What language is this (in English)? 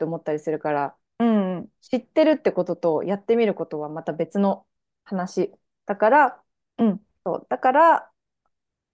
Japanese